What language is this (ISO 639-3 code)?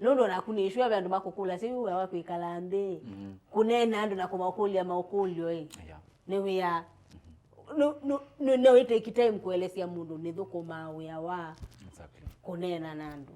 kam